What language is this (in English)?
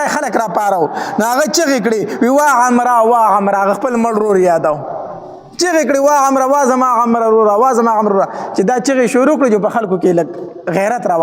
Pashto